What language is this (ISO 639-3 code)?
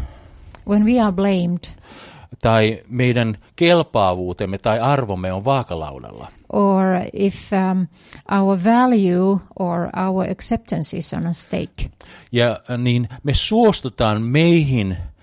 fin